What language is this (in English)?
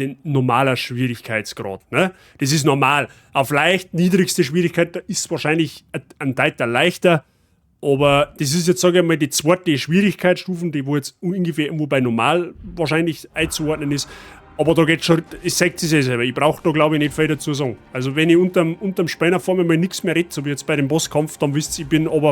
Bavarian